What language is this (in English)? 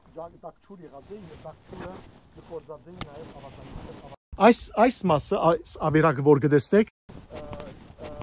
Western Armenian